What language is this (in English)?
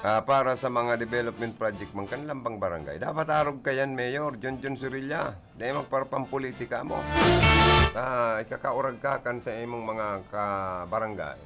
Bikol